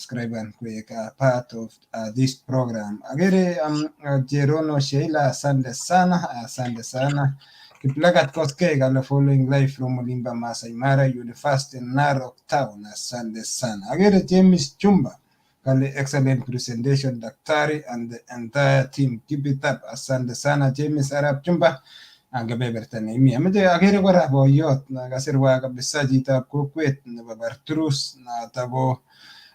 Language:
Kalenjin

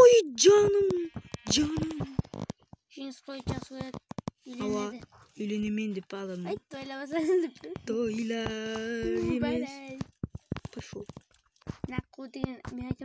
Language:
Kara-Kalpak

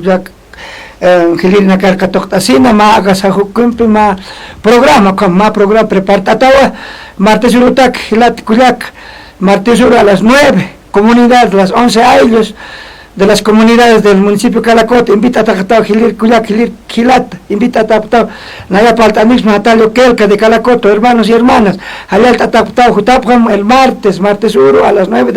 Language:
Aymara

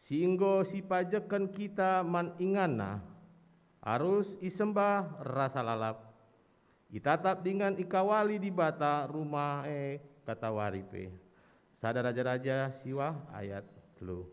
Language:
Batak Karo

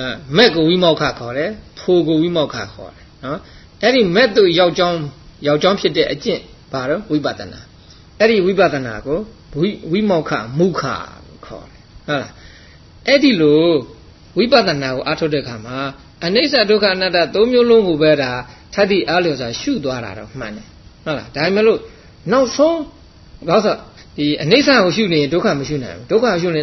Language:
Burmese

